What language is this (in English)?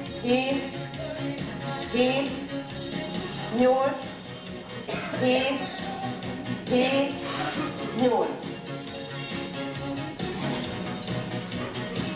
Hungarian